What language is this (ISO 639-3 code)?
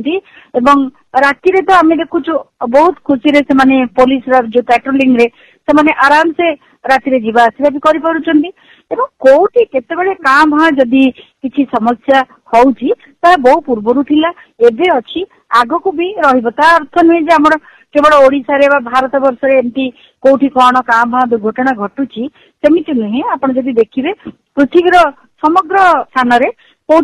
ori